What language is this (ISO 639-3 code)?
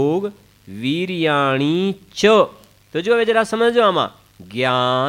guj